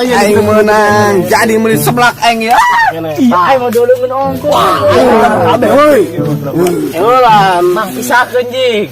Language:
Sundanese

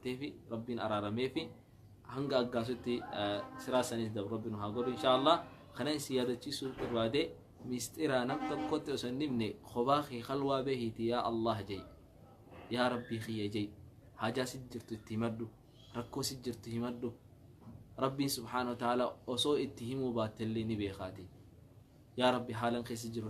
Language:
Oromo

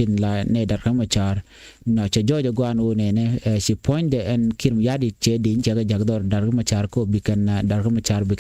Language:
Nuer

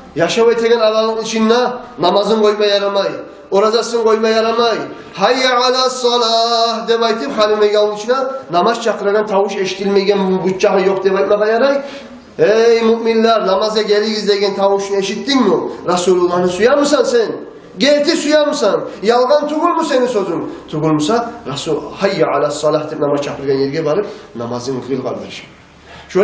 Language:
Kumyk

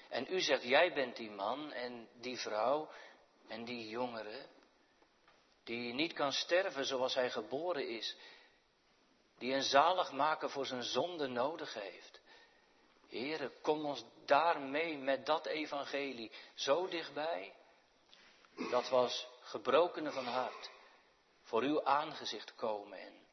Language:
Dutch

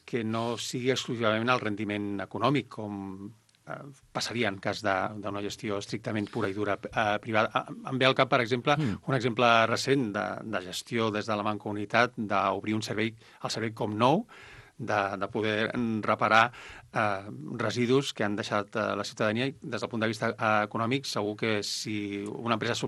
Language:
Catalan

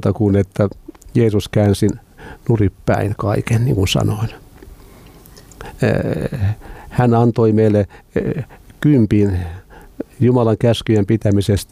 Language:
Finnish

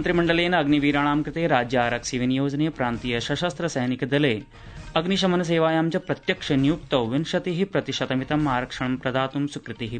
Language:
Sanskrit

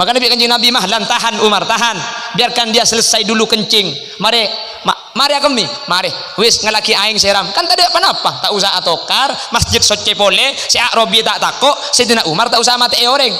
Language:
Madurese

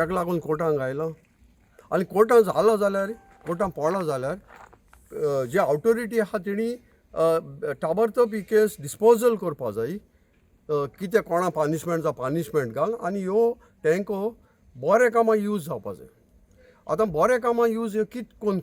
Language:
Konkani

